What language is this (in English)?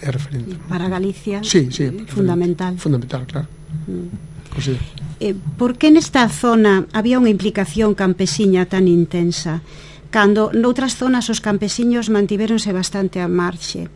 Galician